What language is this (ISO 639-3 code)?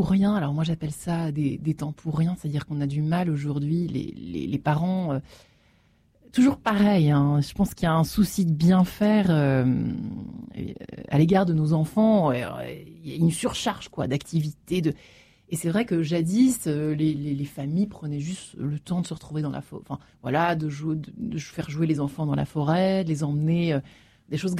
fra